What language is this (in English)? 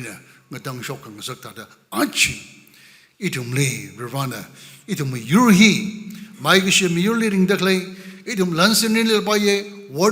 Tangkhul Naga (India)